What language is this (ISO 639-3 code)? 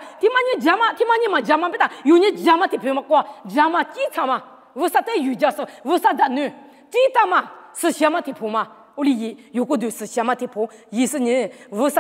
lis